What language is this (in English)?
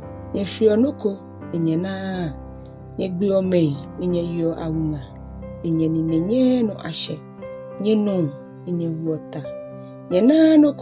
Ga